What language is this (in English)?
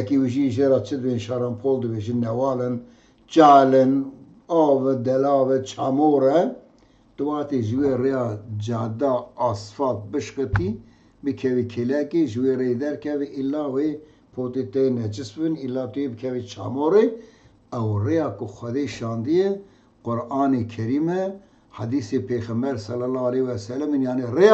Kurdish